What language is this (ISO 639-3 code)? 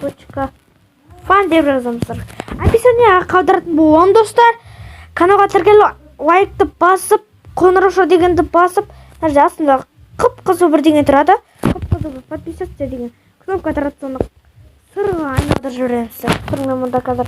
kaz